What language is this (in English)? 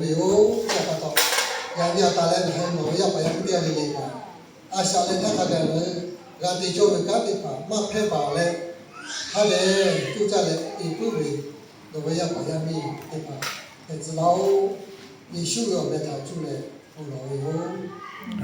Lahu